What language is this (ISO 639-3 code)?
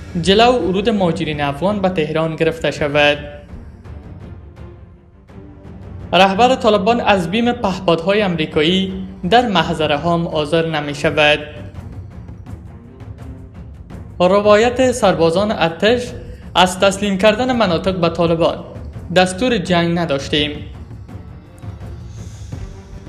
fas